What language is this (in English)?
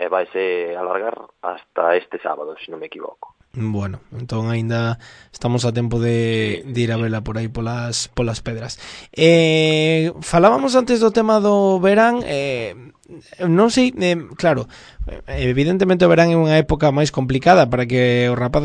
Galician